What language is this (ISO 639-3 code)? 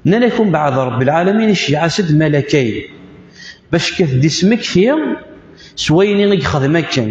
kab